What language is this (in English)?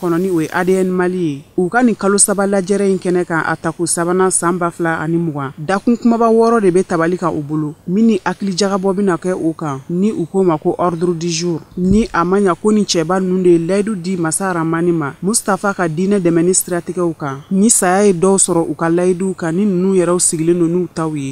Bambara